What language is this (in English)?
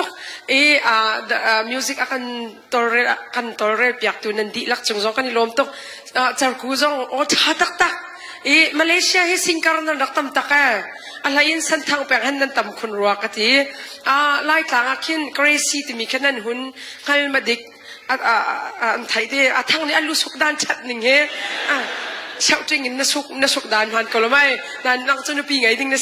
Hakha Chin